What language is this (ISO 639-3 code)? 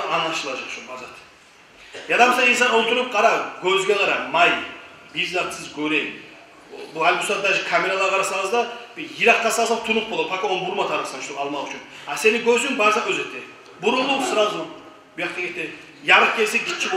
kum